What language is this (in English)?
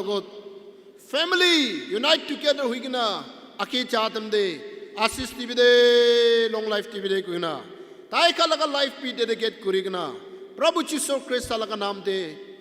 Naga Pidgin